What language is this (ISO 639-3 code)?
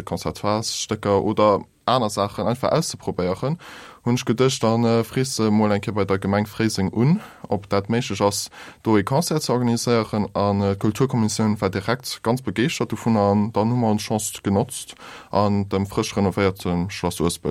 ltz